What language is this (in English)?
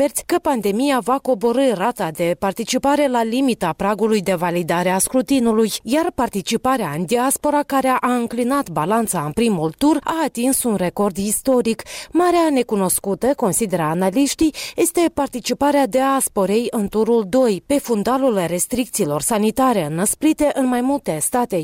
Romanian